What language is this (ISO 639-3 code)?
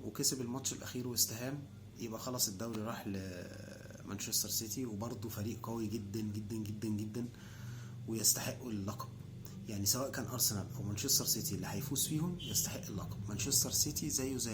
arz